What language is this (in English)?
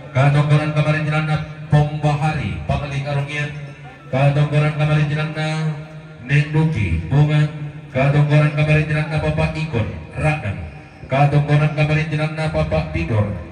Toraja-Sa'dan